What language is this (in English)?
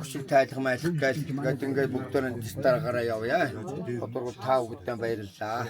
Mongolian